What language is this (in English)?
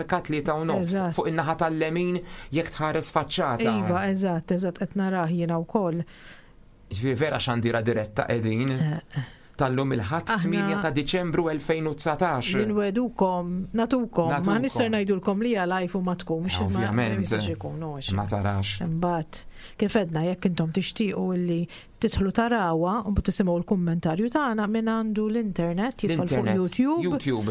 Maltese